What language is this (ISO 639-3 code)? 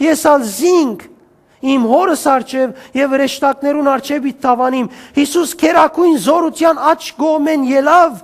hyw